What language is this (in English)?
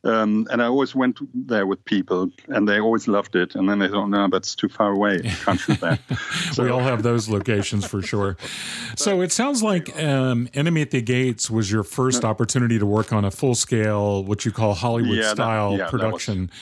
English